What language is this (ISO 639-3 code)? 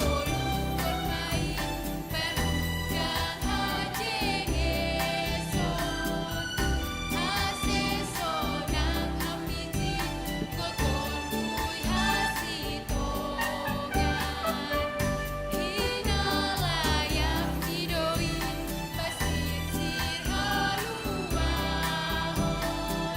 bts